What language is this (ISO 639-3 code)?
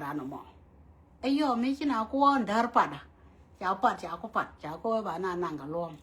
nus